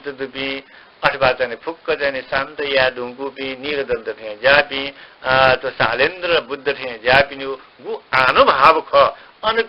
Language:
Newari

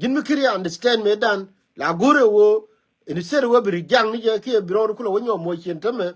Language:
Nuer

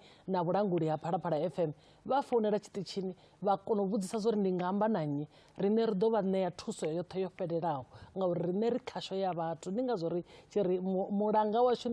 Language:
Venda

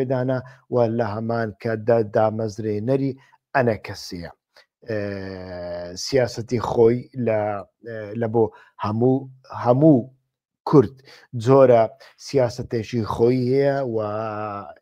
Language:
Central Kurdish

